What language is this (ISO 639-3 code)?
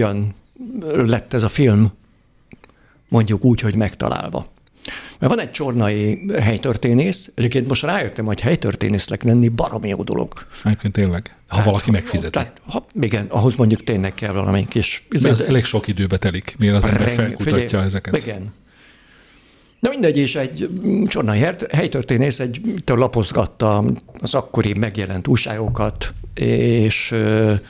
hun